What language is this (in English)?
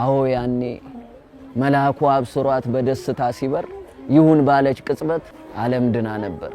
Amharic